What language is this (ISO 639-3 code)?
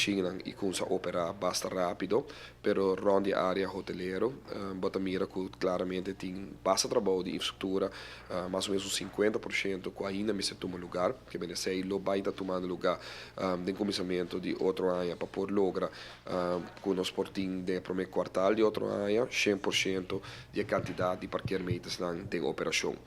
pap